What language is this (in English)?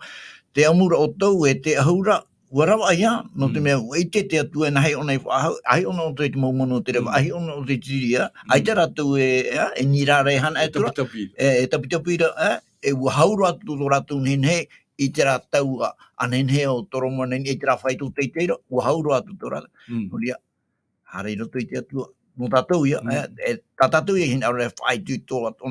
Tahitian